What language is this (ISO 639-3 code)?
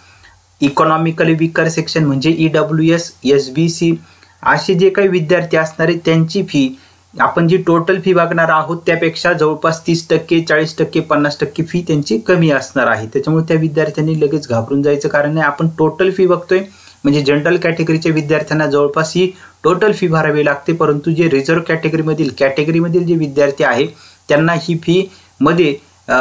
mar